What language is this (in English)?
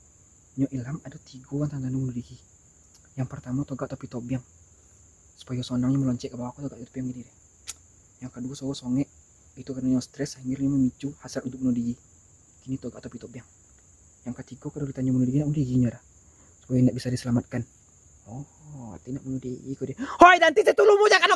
Minangkabau